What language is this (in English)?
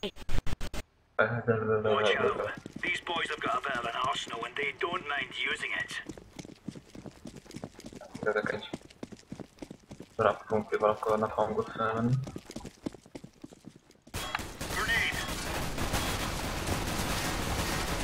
Hungarian